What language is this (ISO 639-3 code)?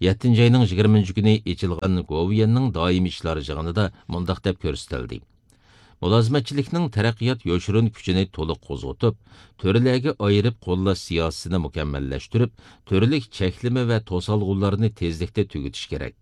uig